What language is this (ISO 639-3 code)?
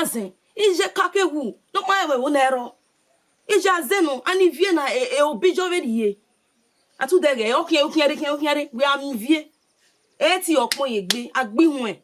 bin